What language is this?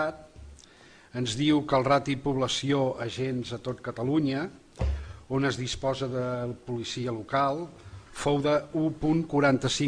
Catalan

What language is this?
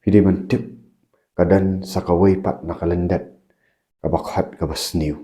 Khasi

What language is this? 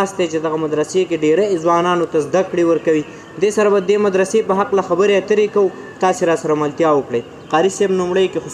Pashto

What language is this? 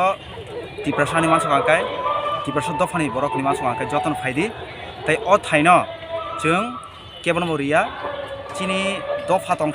Kok Borok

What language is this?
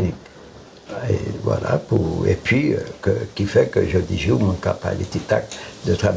Guadeloupean Creole French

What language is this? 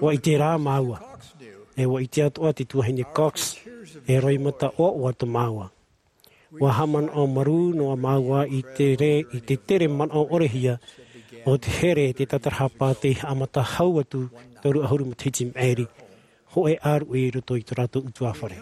Tahitian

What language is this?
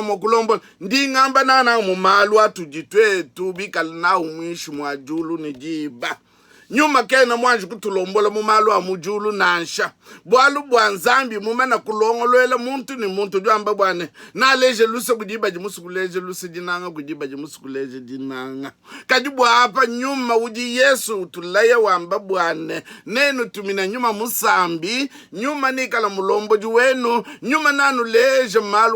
Luba-Lulua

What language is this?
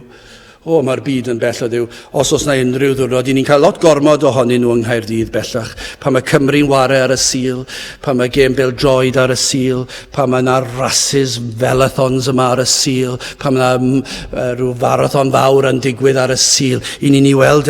Welsh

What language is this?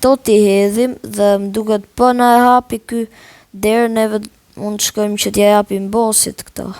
Albanian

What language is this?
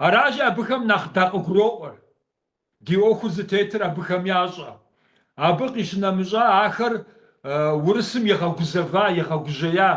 Kabardian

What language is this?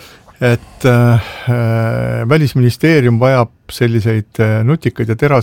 Estonian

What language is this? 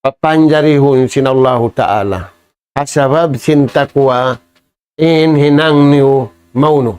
Tausug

